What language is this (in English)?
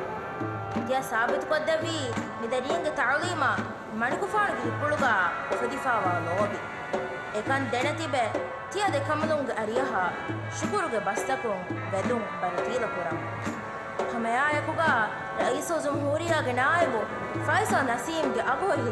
Divehi